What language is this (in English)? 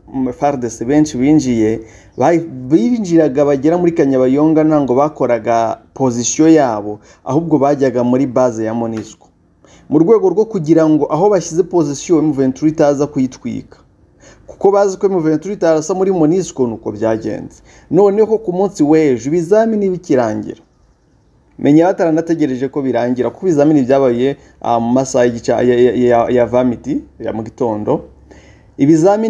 Kinyarwanda